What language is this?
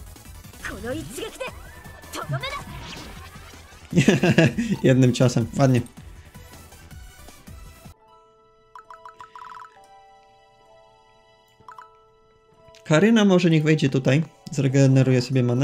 Polish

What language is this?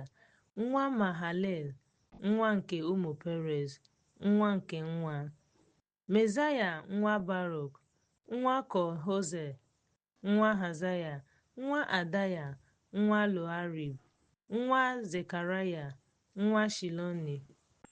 Igbo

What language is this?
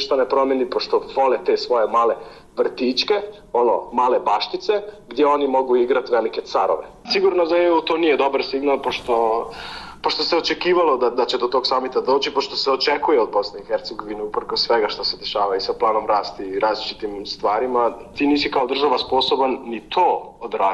Bosnian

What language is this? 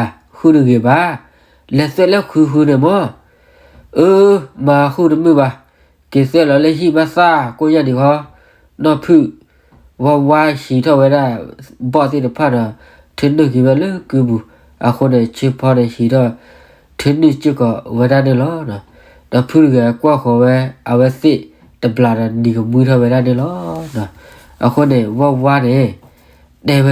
S'gaw Karen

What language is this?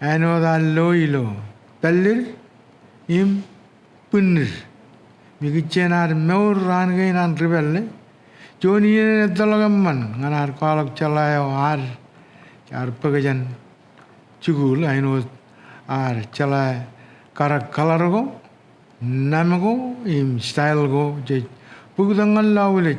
Marshallese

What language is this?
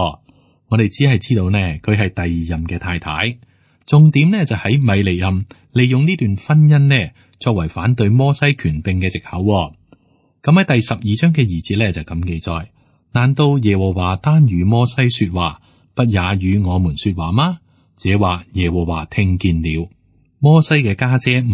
Cantonese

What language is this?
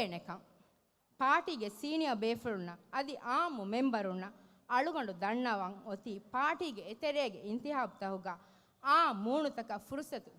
Divehi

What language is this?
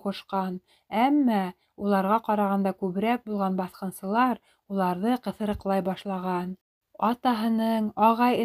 Bashkir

